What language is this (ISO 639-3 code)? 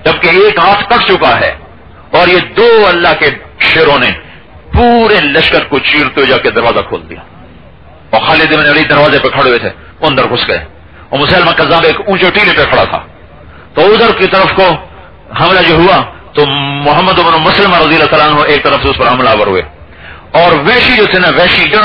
urd